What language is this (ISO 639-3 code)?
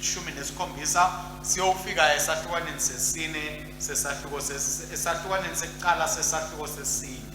ssw